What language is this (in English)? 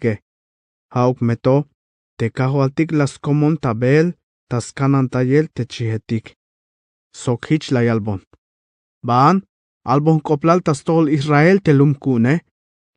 Tzeltal